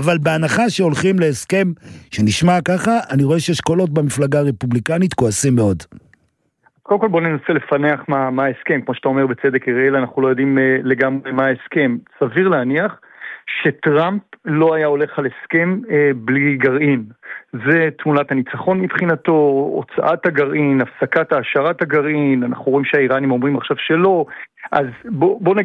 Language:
Hebrew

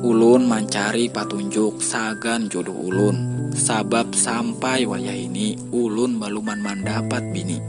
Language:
Banjar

